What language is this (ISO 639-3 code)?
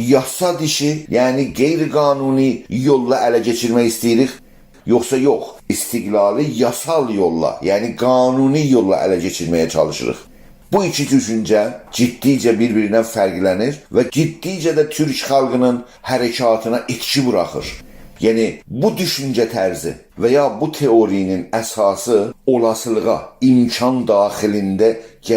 azb